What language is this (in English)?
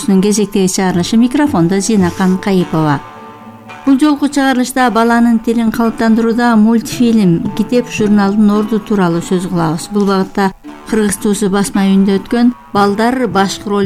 Kyrgyz